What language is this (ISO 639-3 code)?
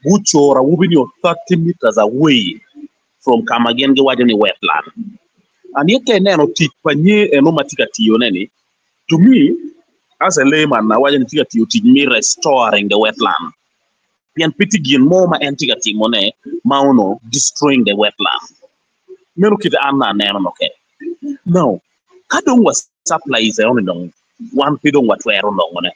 ach